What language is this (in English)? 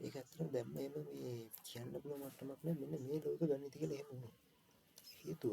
Sinhala